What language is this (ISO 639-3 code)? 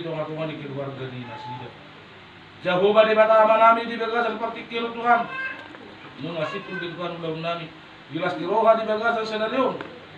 bbc